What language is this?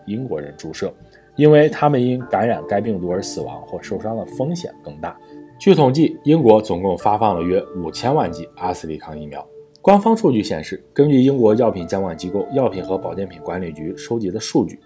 Chinese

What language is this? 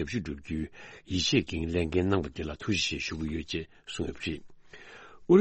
Tibetan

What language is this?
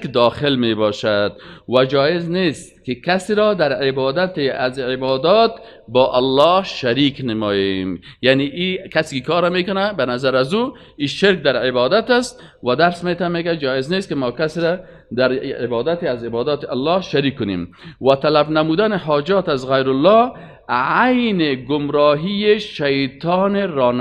Persian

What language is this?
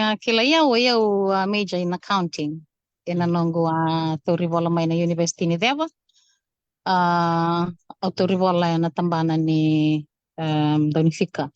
Fijian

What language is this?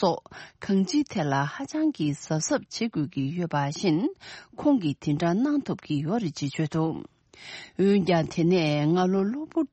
Tibetan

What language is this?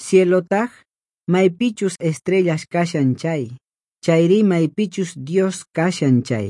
Quechua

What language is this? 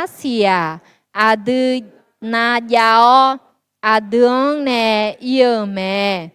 Akha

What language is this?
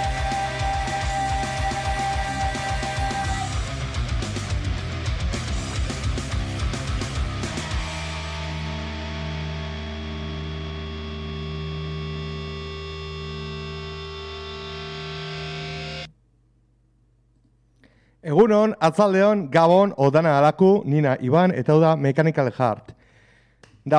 Basque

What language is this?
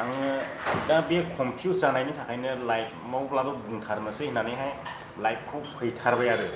Bodo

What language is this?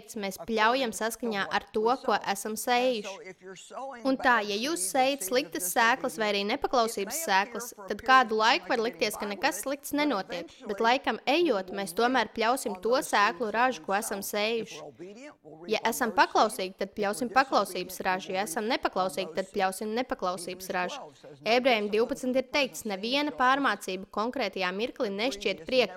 Latvian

